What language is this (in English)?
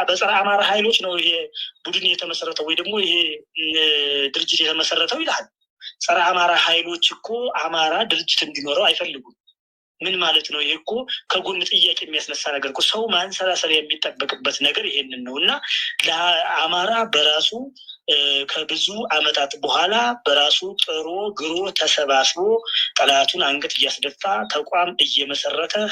Amharic